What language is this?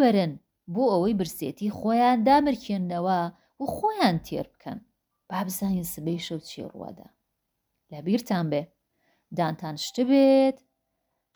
Central Kurdish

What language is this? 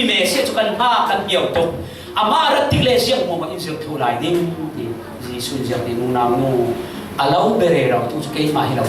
Falam Chin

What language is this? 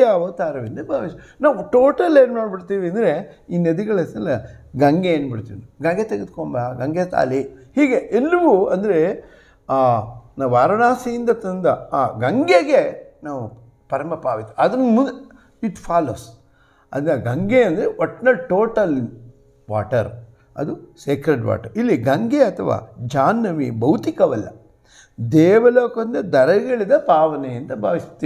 Kannada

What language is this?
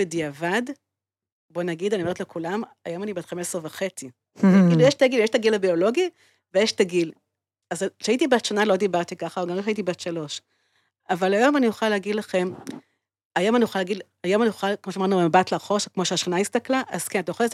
Hebrew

